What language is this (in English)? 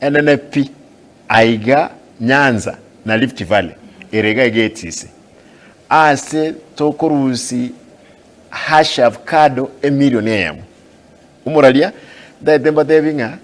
Gusii